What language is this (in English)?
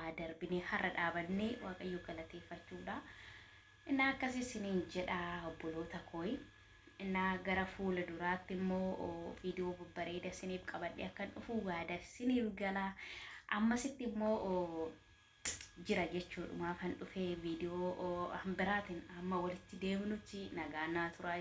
Oromo